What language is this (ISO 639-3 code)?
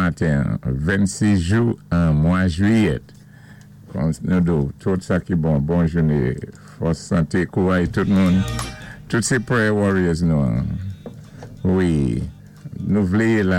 acf